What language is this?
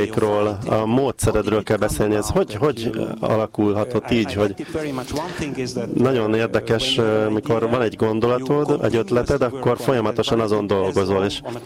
Hungarian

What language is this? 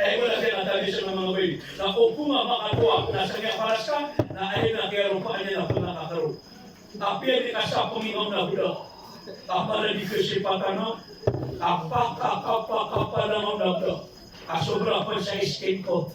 Maranao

